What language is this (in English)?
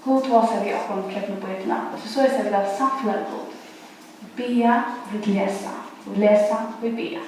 Faroese